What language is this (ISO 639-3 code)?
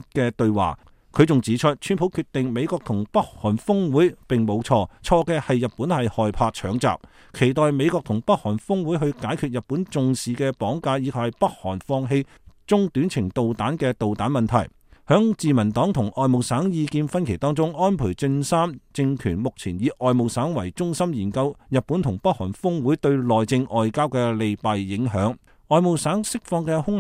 yue